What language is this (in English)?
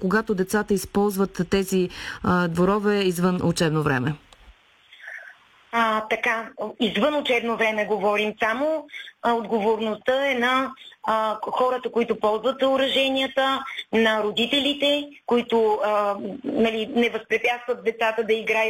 Bulgarian